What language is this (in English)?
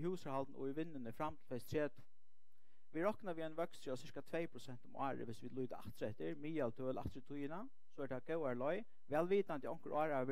Faroese